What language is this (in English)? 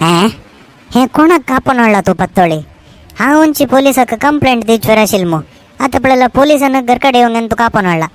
Konkani